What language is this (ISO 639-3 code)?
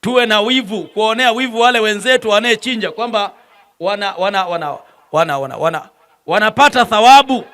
swa